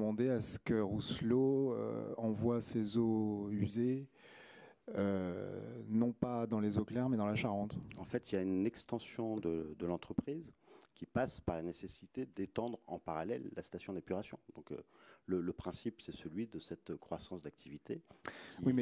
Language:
French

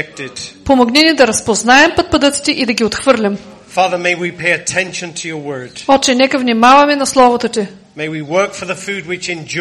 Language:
Bulgarian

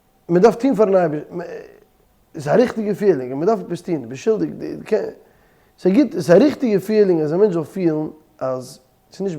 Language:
Yiddish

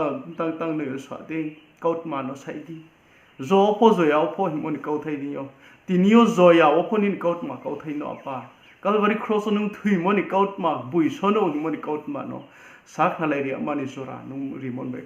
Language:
Riang (India)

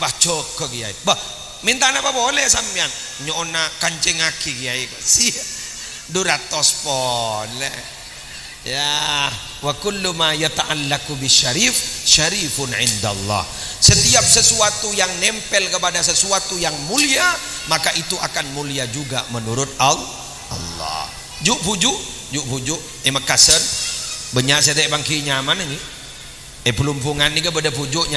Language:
Madurese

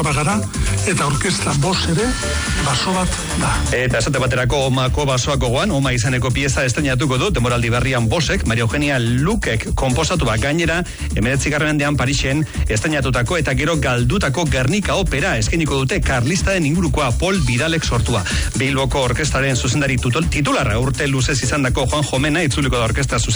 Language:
Basque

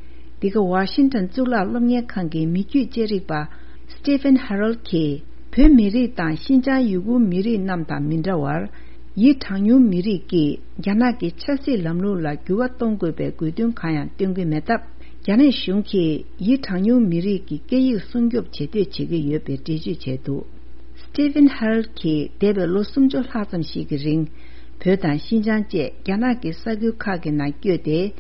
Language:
Tibetan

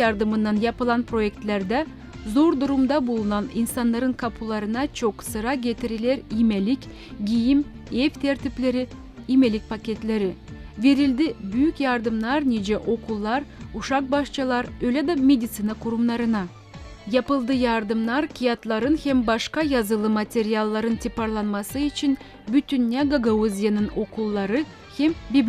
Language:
Gagauz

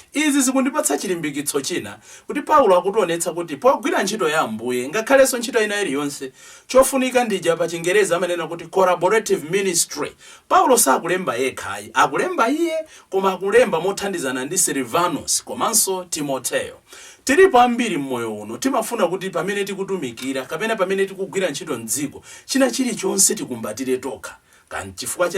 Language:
Nyanja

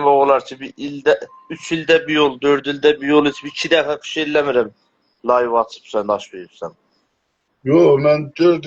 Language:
South Azerbaijani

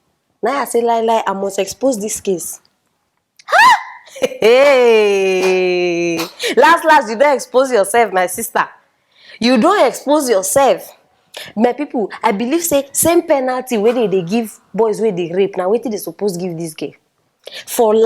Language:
Nigerian Pidgin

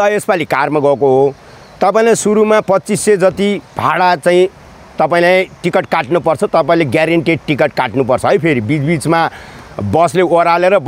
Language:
Nepali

